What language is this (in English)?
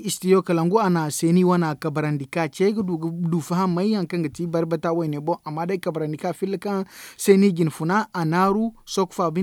Zarma